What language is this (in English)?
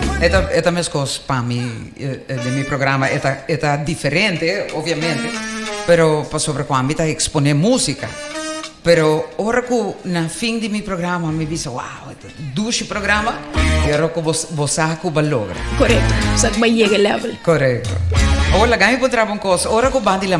Papiamento